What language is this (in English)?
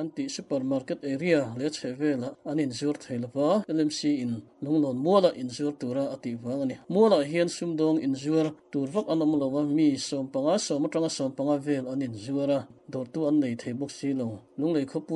Mizo